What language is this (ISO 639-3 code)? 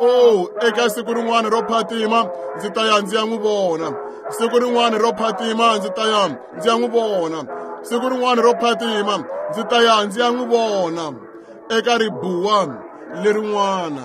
tso